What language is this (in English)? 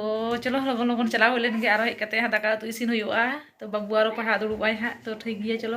Santali